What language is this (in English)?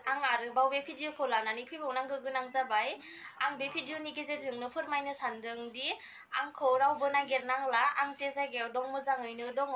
Bodo